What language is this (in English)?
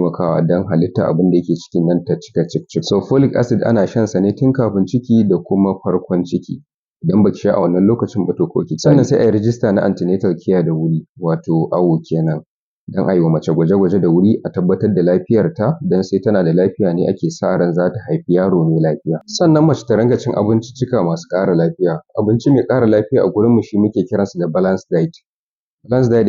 Hausa